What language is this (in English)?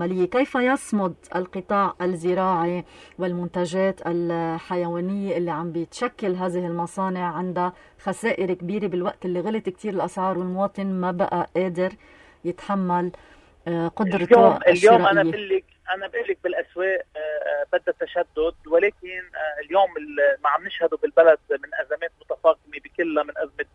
North Levantine Arabic